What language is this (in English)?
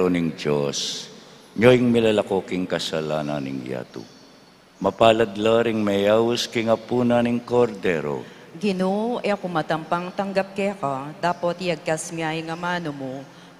Pampanga